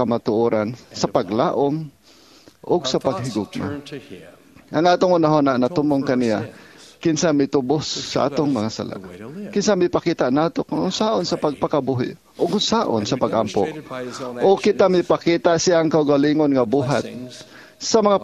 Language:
Cebuano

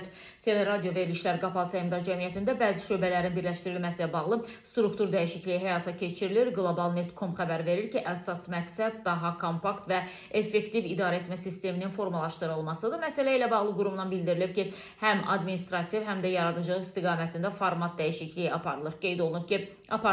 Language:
Azerbaijani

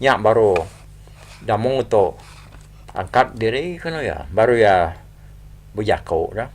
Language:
Iban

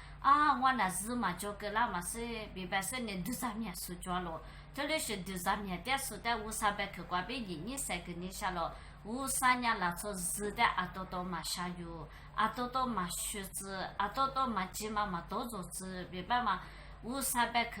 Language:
Lisu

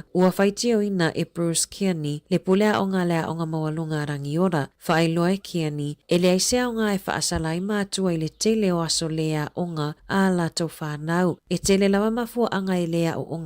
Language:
Samoan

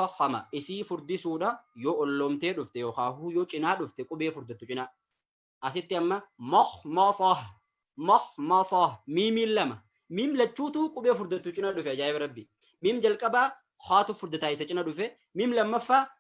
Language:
Oromo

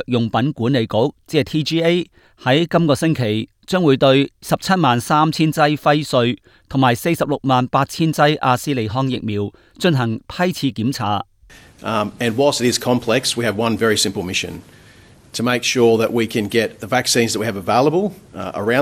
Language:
Cantonese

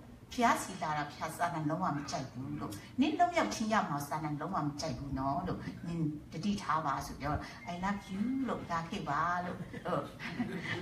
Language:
Burmese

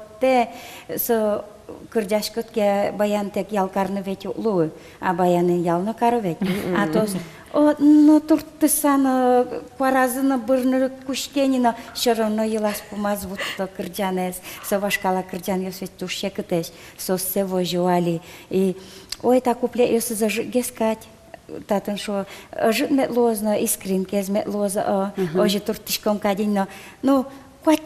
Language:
Udmurt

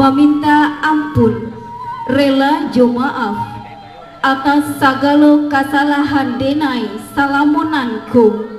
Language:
Minangkabau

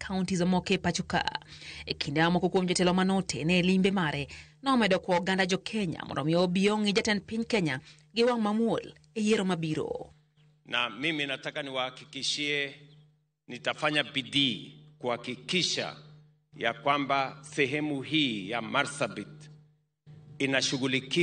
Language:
Luo (Kenya and Tanzania)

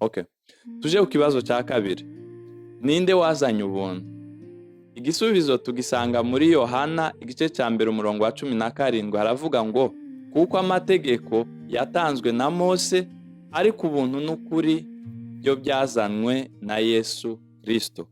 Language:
Kinyarwanda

